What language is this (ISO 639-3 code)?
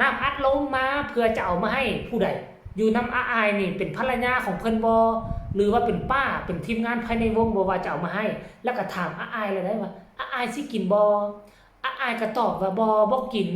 tts